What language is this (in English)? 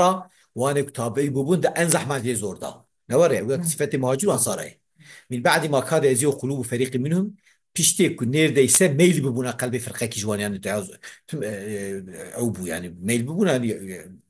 Kurdish